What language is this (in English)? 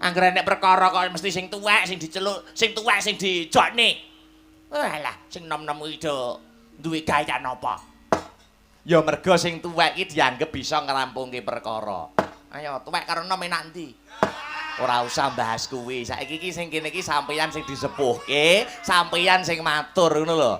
Javanese